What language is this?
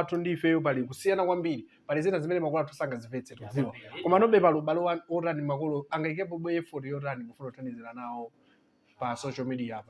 Nyanja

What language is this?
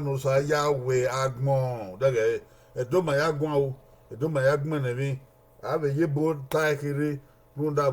Bini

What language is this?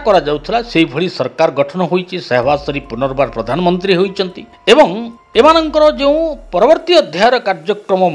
Odia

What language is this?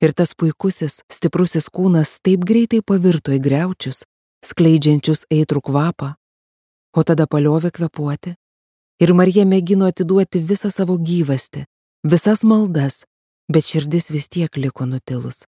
Lithuanian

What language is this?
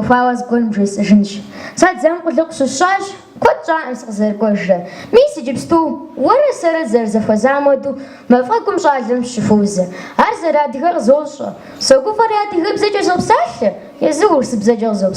Kabardian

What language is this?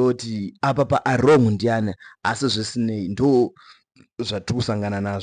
Shona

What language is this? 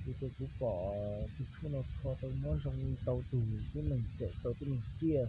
Hmong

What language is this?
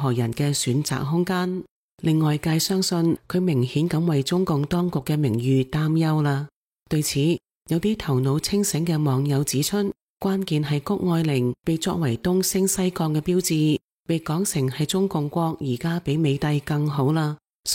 Cantonese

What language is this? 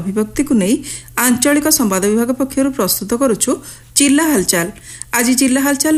Odia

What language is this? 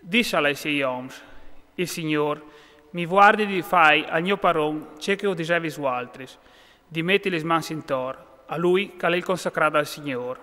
Friulian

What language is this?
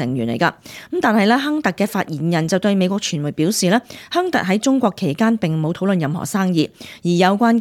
Cantonese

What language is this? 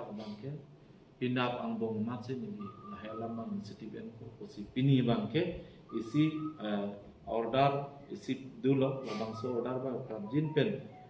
Karbi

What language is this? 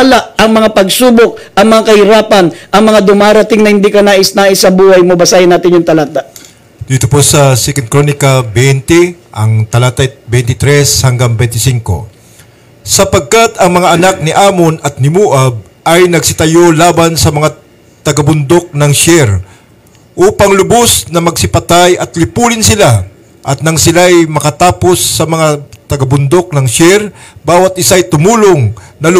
Filipino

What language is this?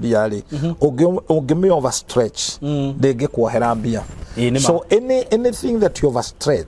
Kikuyu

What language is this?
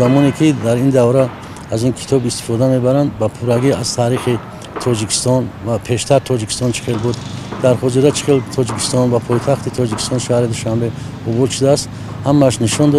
Tajik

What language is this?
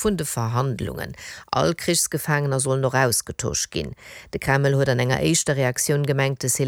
Luxembourgish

